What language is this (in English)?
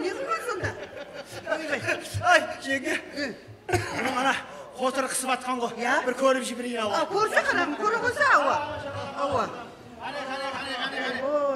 Kara-Kalpak